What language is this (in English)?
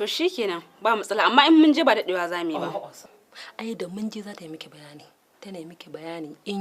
Hausa